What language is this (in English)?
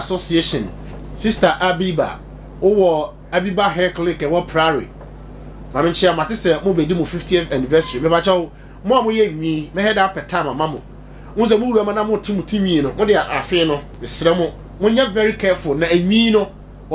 Akan